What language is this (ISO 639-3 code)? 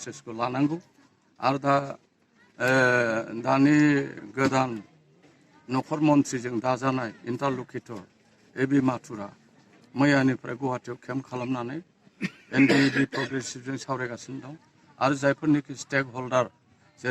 brx